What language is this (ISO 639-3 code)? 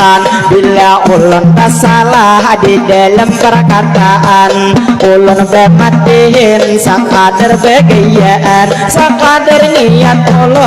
bjn